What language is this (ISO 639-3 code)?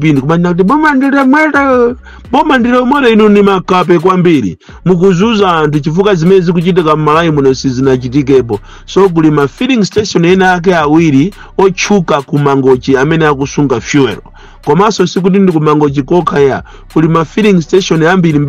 nya